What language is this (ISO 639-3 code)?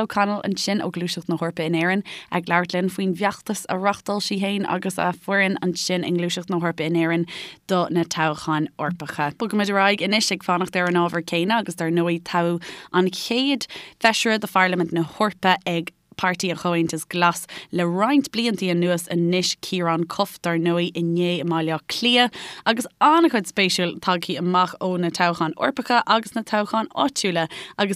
gle